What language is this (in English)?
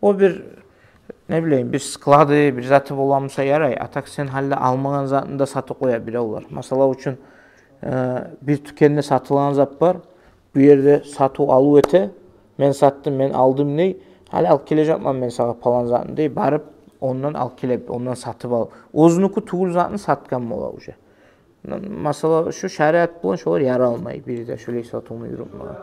Kumyk